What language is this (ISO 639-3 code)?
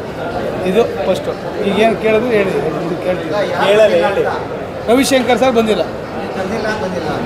kan